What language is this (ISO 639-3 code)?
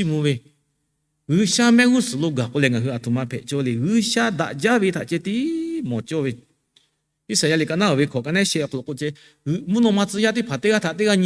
lhu